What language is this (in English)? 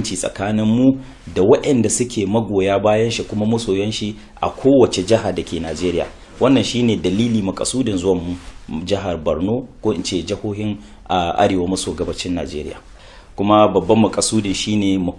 Hausa